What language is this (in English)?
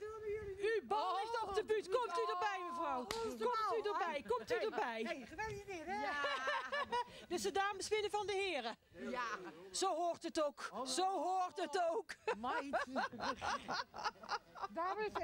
Dutch